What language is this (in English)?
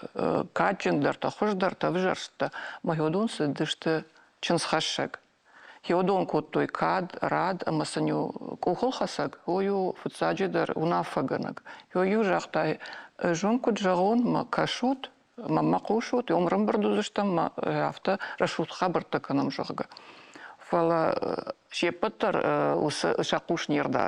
Ossetic